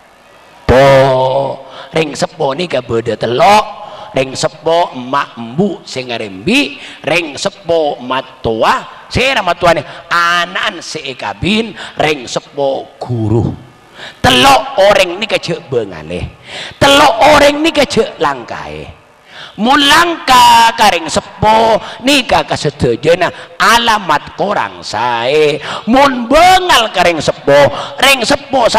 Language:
Madurese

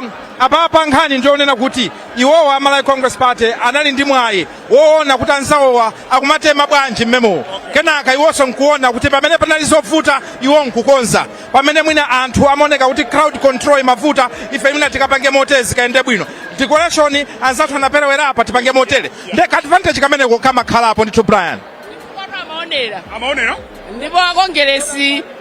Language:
Nyanja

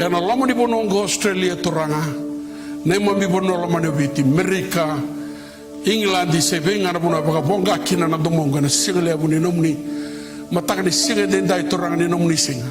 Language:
Fijian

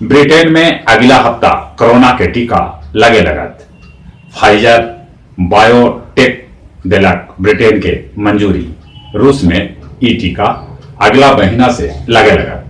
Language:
Magahi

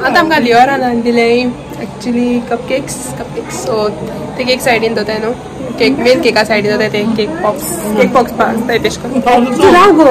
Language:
Konkani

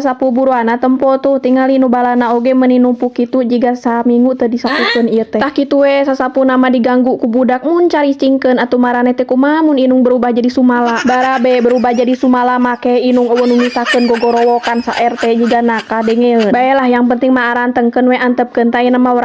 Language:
Sundanese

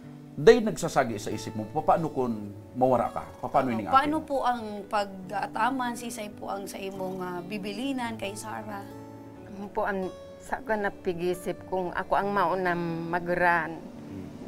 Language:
Bikol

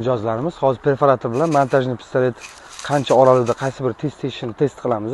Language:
Uzbek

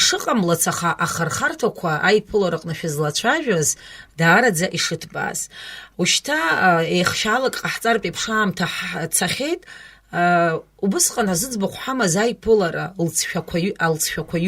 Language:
Abkhazian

